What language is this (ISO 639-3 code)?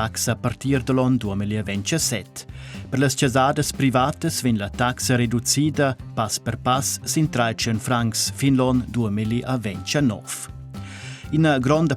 roh